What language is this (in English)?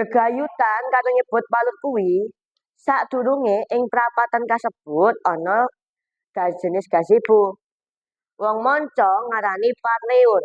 Javanese